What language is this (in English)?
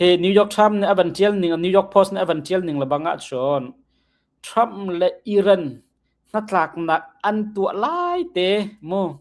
Hakha Chin